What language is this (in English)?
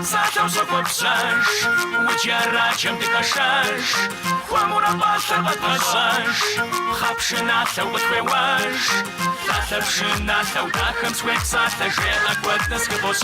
Kabardian